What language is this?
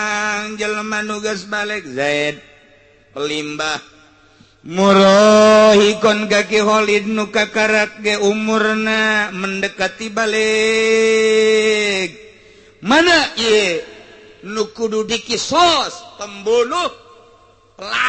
Sundanese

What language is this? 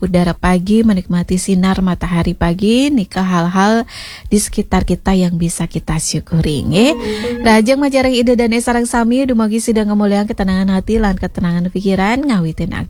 Balinese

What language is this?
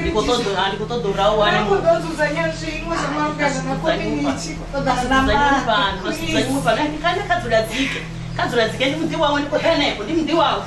Venda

